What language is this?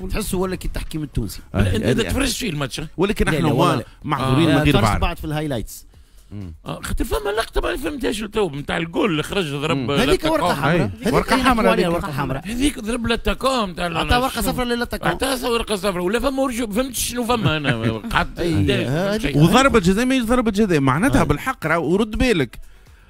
Tunisian Arabic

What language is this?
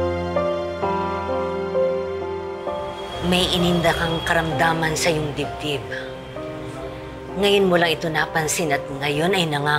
Filipino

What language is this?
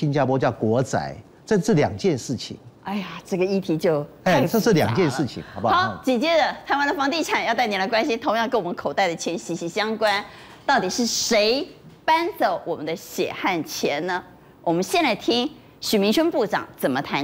Chinese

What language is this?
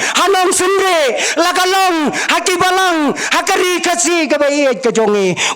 Khasi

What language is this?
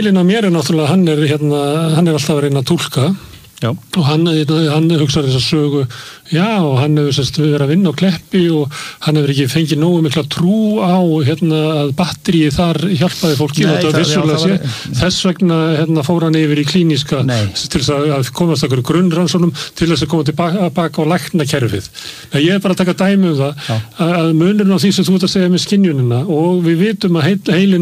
Icelandic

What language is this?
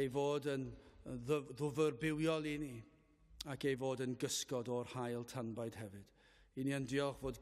Welsh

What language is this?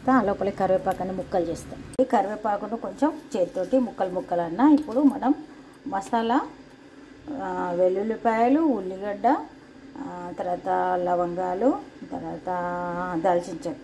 Telugu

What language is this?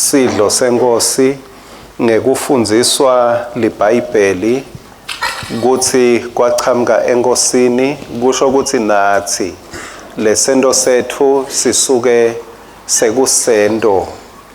Swati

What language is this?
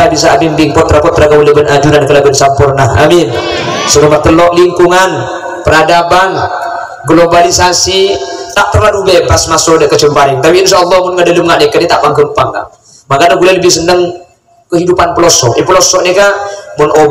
Madurese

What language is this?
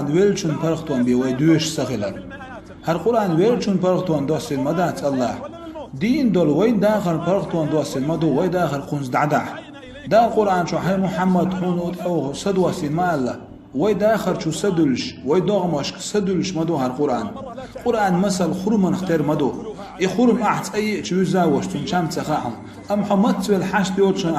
Chechen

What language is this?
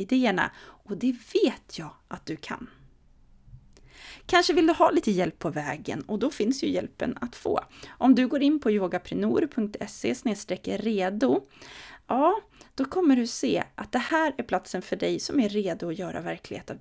Swedish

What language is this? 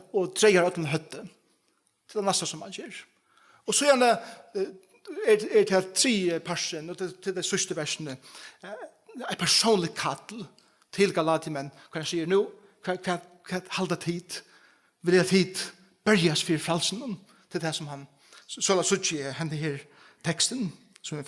Faroese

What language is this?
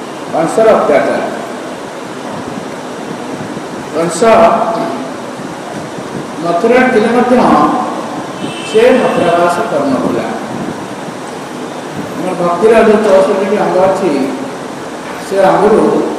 Odia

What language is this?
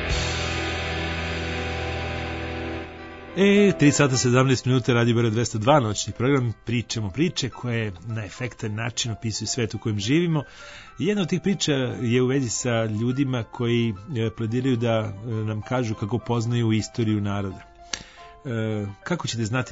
Serbian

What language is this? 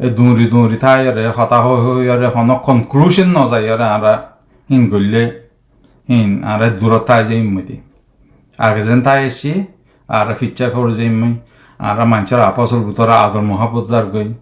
Rohingya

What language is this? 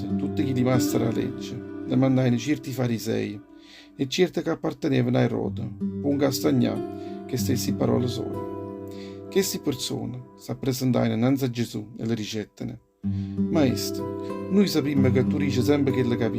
Neapolitan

